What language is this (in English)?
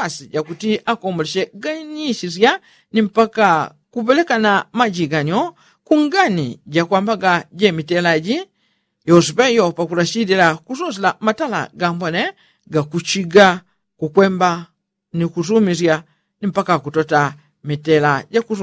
Yao